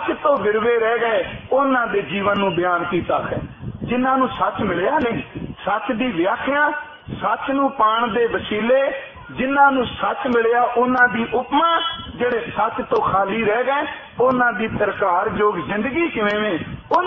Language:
Punjabi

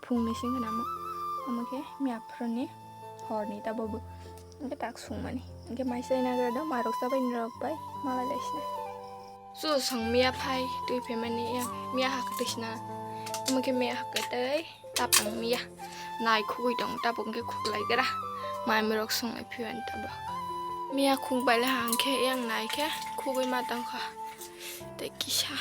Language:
Kok Borok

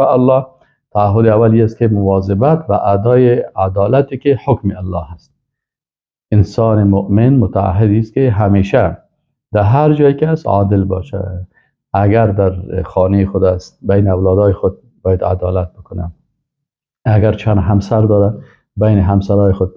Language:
Persian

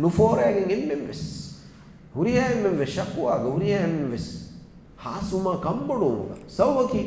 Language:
Divehi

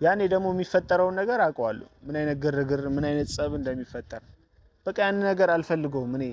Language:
Amharic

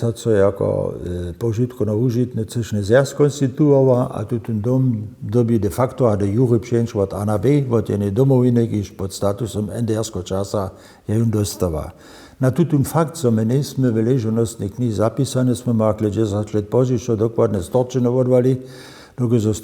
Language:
Upper Sorbian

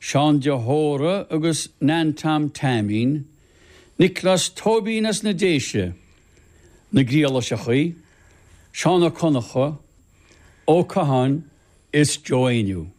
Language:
Irish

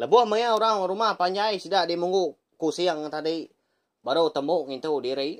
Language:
Iban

